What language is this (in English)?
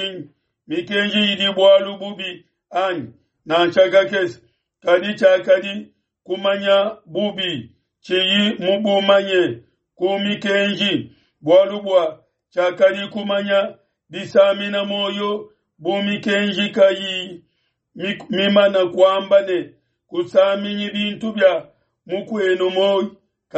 Luba-Lulua